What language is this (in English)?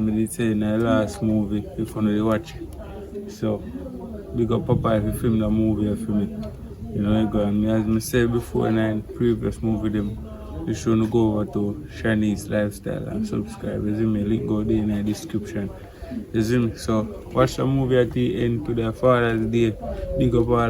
Jamaican Creole English